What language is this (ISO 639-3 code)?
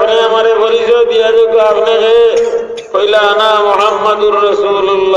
syl